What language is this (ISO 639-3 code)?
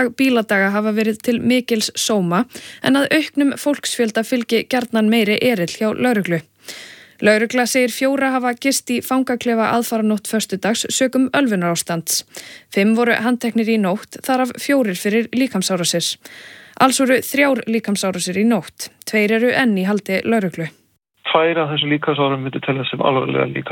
isl